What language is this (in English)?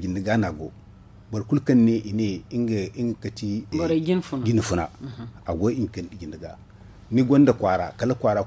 Zarma